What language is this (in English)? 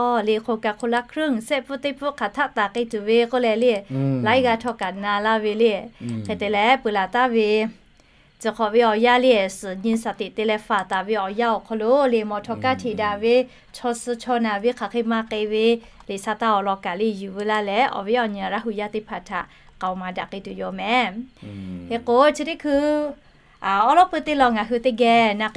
Lahu